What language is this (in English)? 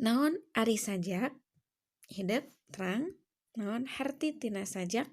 Sundanese